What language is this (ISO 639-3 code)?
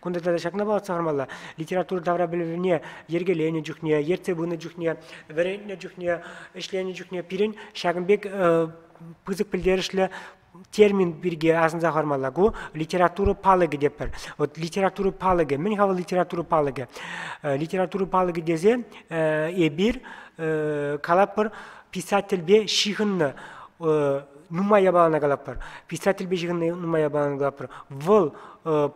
chv